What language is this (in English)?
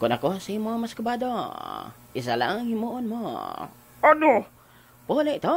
Hiligaynon